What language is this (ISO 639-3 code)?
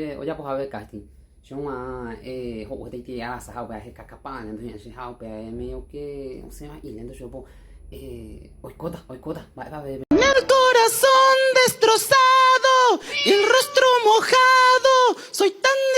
grn